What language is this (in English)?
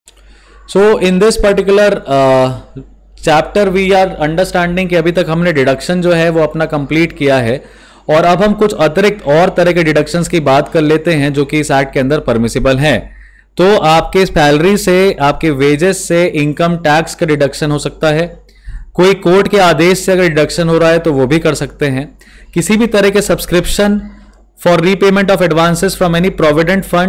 Hindi